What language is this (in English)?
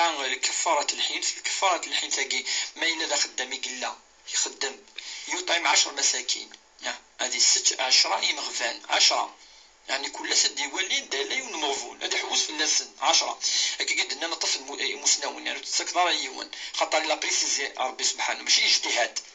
Kabyle